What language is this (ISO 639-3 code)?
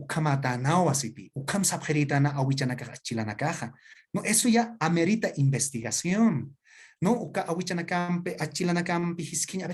aym